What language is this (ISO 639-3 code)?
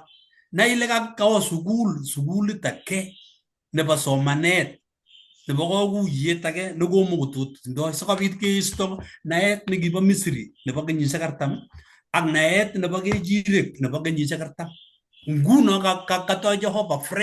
kln